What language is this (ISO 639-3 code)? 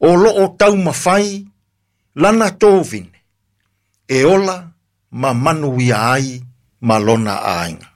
smo